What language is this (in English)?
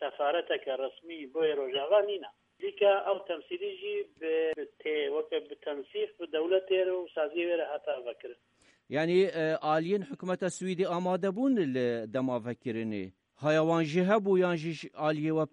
Kurdish